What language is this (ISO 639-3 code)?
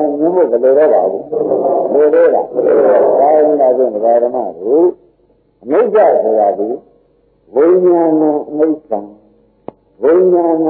mya